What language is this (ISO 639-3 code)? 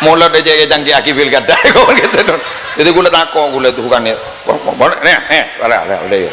mad